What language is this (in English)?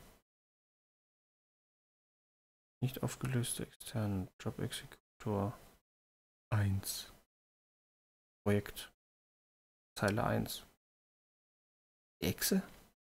German